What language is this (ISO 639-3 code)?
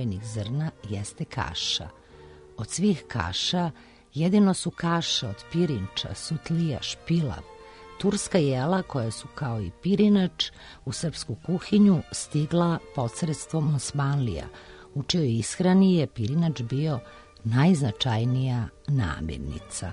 srp